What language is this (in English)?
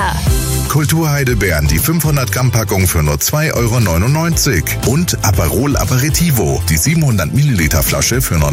German